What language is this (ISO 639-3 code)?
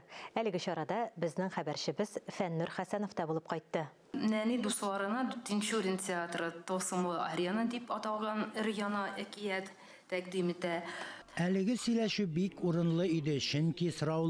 tat